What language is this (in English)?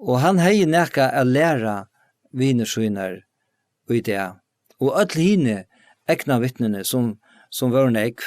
Faroese